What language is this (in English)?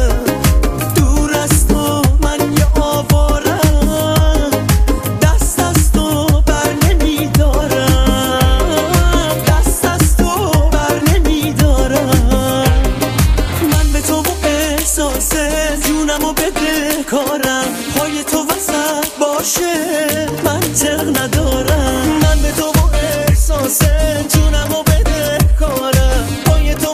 Persian